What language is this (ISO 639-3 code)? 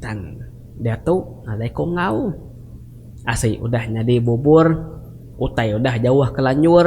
iba